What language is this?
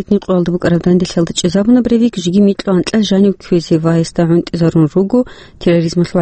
Avaric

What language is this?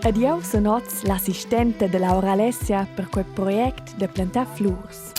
Romansh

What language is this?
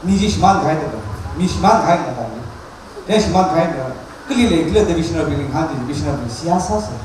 Tangkhul Naga (India)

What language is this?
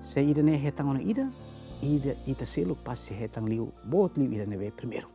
Tetum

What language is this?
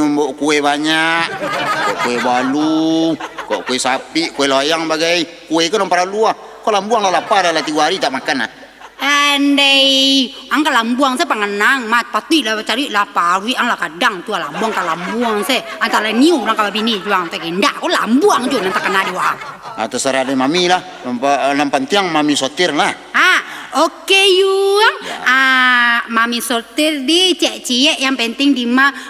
Minangkabau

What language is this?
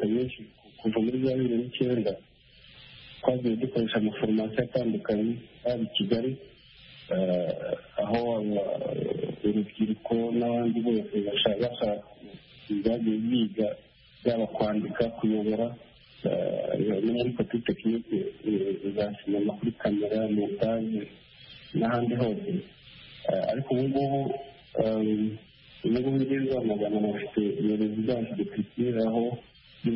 Kinyarwanda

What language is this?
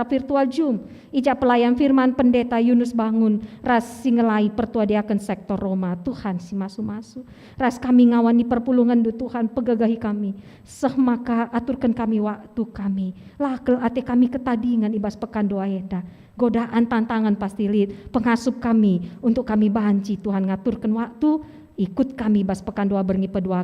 Batak Karo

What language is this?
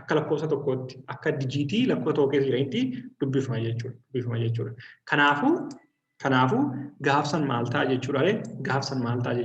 Oromo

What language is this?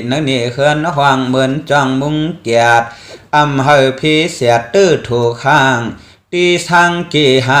Shan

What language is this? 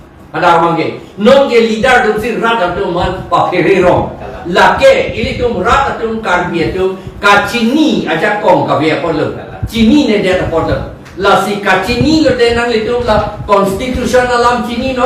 Karbi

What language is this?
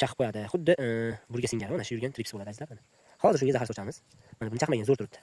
Uzbek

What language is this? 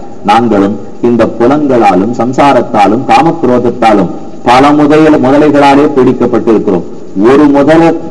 Tamil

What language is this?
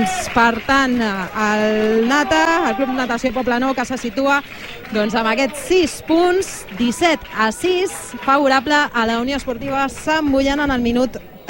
Catalan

